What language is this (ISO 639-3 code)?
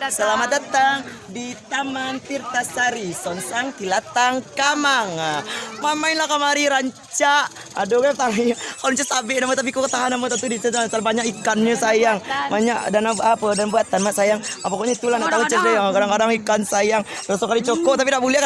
min